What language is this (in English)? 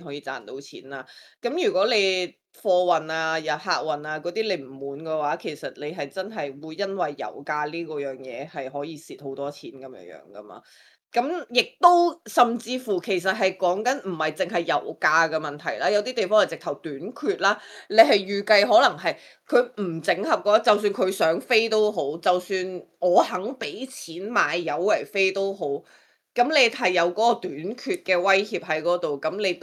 Cantonese